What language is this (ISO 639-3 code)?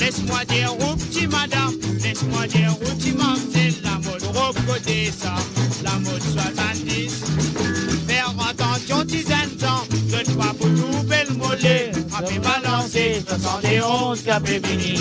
mfe